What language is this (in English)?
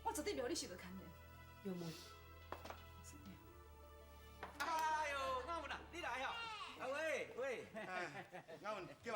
Min Nan Chinese